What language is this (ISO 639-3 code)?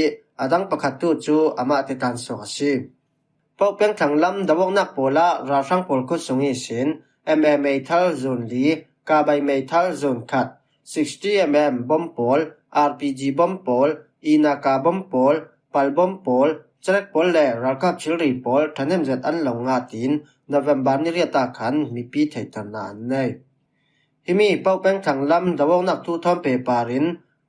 cfm